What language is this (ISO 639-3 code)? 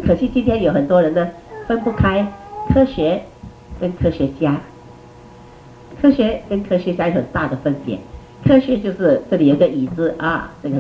zho